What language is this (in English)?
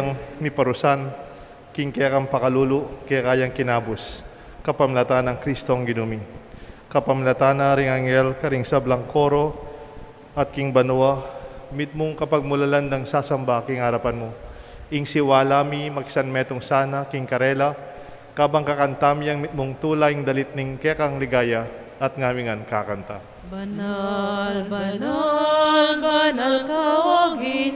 Pampanga